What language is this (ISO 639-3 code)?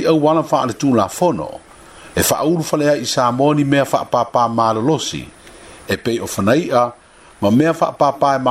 smo